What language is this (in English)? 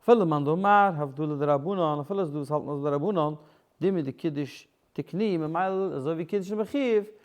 Yiddish